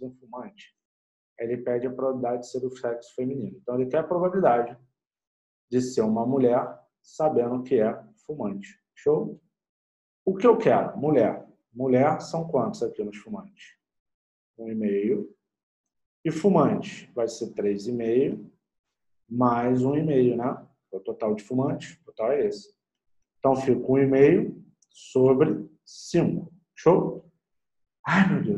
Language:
Portuguese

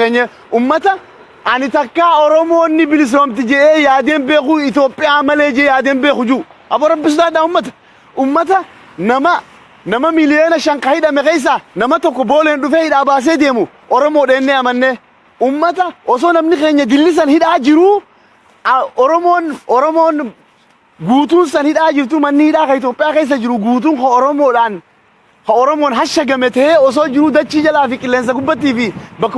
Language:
Oromo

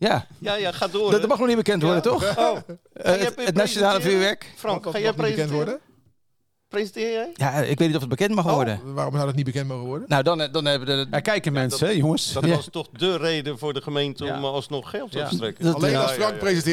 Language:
Dutch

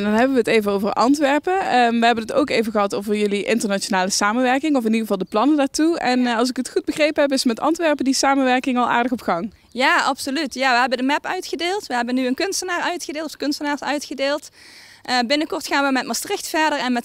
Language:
Dutch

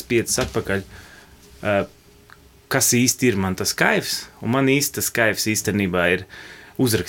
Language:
Latvian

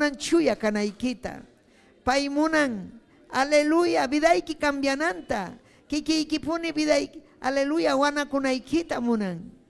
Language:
Ayacucho Quechua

